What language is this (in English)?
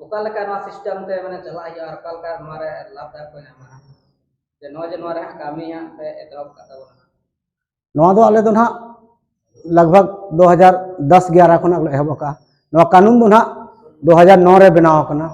Santali